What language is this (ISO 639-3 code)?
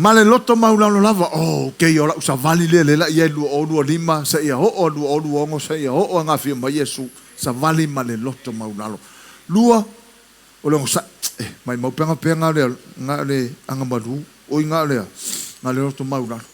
smo